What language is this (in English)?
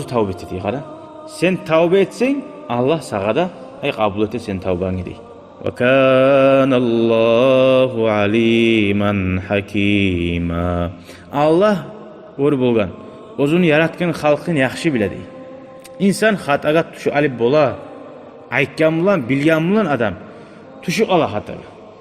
Kumyk